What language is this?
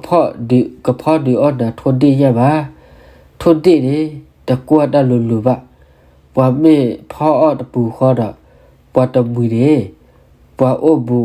S'gaw Karen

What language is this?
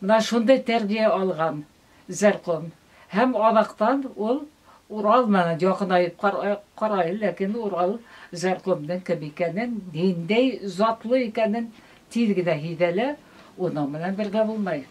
Bashkir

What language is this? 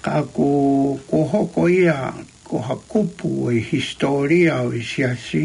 Tongan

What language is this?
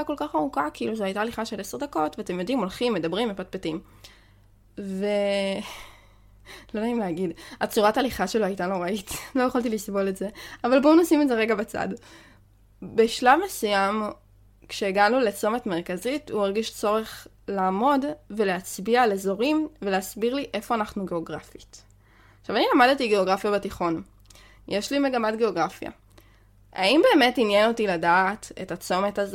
Hebrew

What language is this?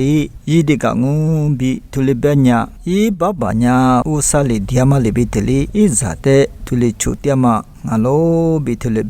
Lisu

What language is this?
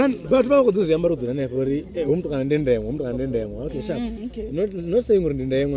Venda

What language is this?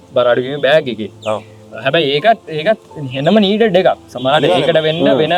Sinhala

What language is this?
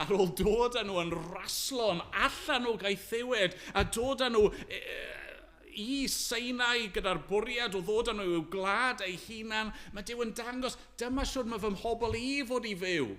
Welsh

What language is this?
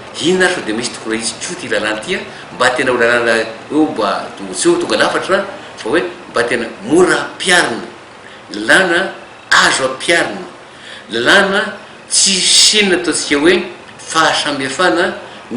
Malagasy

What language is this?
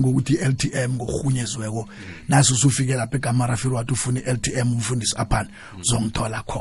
South Ndebele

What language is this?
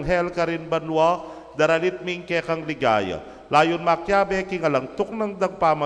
Pampanga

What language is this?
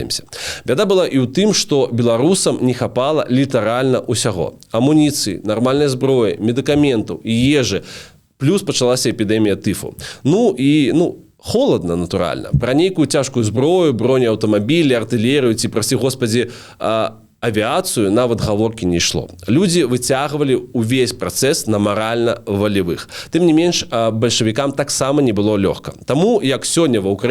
Belarusian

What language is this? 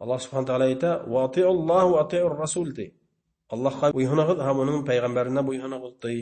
Bashkir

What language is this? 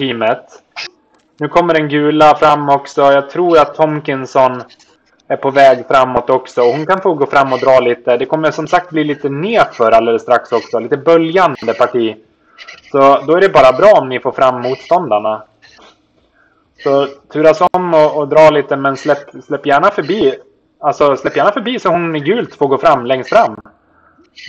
Swedish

